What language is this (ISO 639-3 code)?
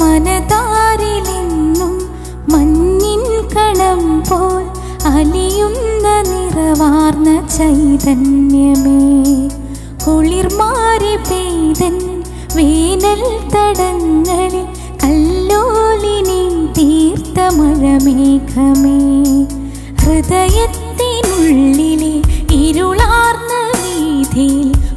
mal